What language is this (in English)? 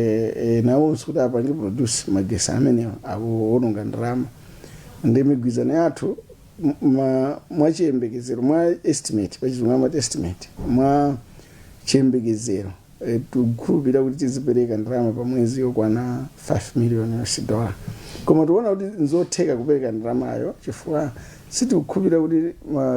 Nyanja